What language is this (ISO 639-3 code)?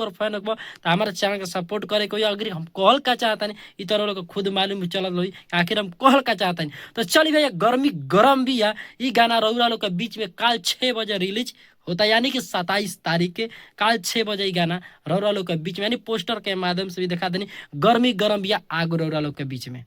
bho